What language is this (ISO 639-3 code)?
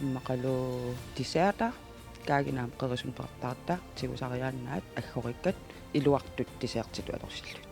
kal